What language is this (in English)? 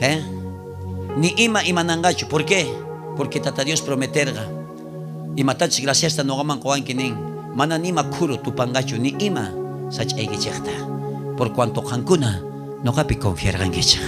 South Bolivian Quechua